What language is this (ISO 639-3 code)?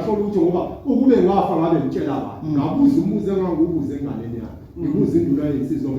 zul